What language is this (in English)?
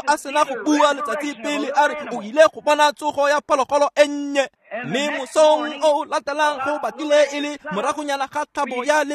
Tswana